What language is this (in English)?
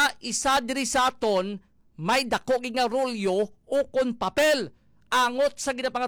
Hiligaynon